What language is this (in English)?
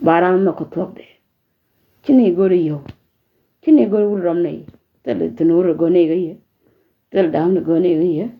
Nuer